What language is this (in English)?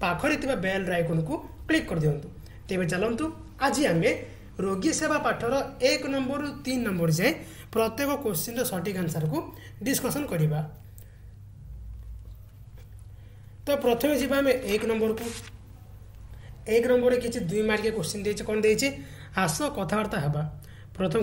Odia